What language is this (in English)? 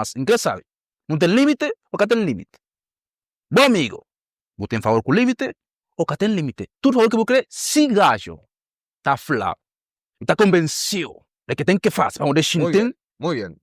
Kabuverdianu